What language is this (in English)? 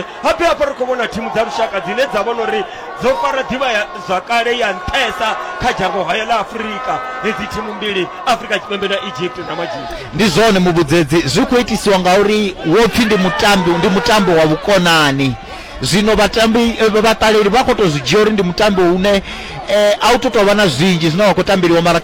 Venda